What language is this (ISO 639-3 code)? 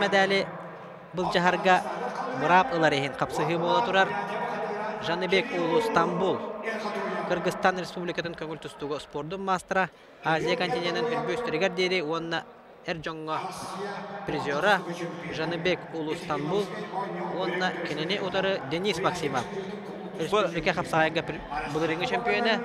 sah